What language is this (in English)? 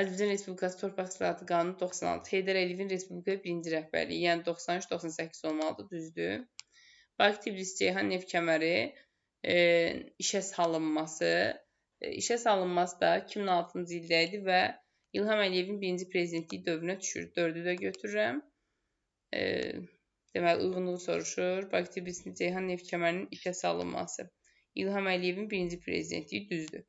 Azerbaijani